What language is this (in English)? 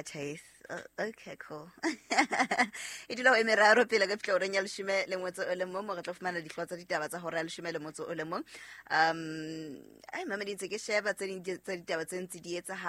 Southern Sotho